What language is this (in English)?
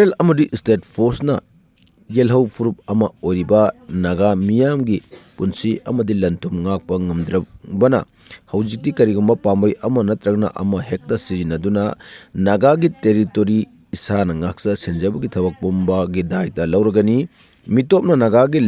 Manipuri